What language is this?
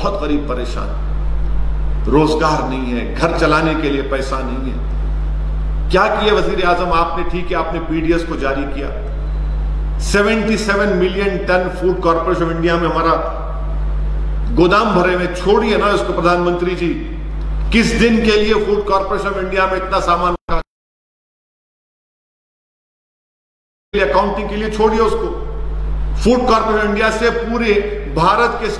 Urdu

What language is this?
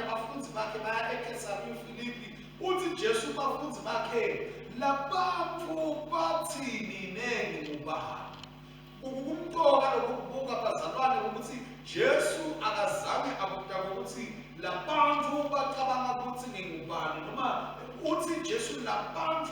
Swati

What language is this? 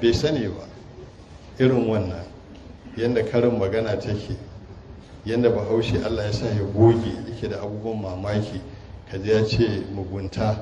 Hausa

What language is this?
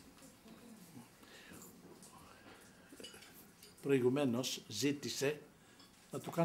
Greek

